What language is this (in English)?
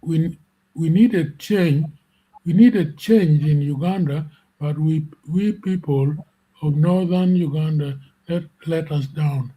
Acoli